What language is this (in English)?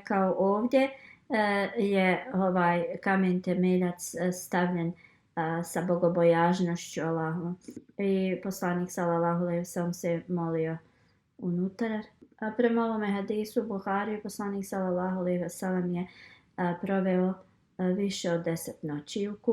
Bosnian